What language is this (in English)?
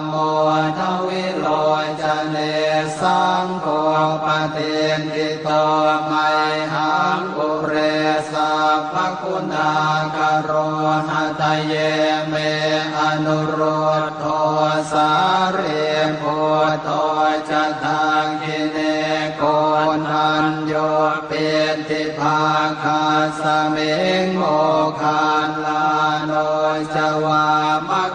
Pali